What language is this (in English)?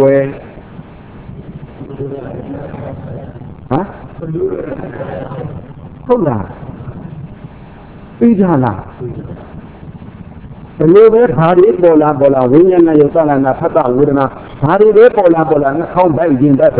Burmese